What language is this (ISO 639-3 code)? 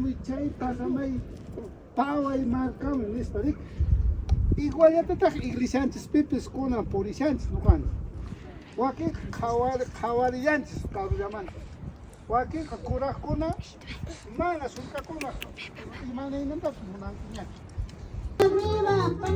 que